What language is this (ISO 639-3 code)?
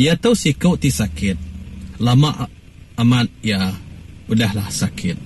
iba